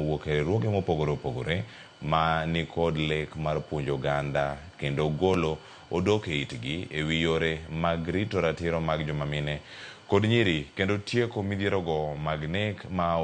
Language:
Luo (Kenya and Tanzania)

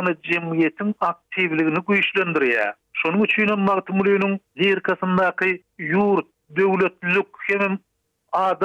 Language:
Turkmen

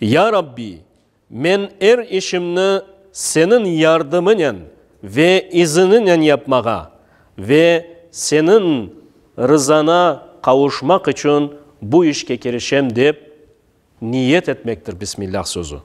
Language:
Crimean Tatar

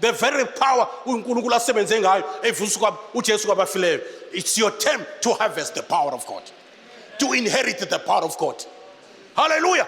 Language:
Zulu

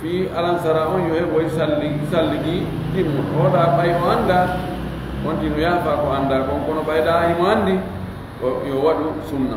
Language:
Fula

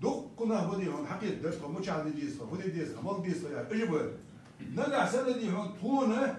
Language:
Ingush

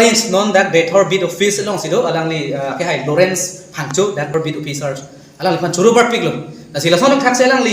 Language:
Karbi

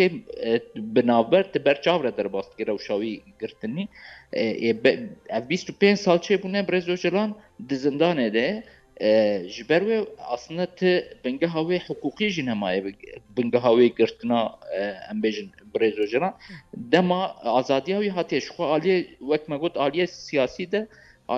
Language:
Kurdish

